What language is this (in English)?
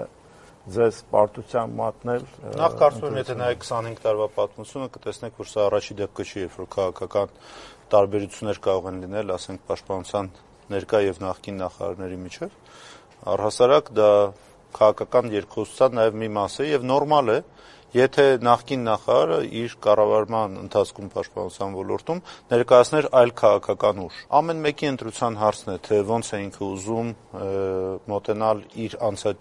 Armenian